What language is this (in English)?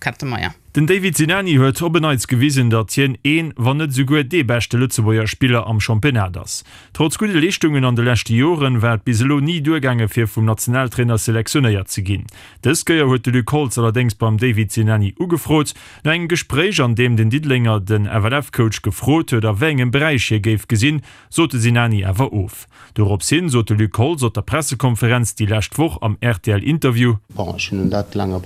Luxembourgish